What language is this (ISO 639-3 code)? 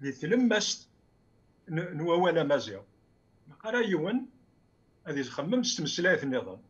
kab